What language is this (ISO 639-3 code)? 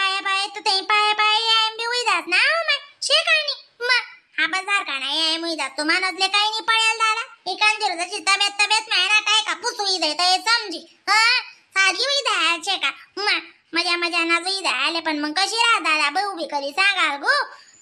khn